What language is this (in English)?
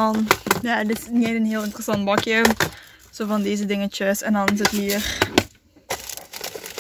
Dutch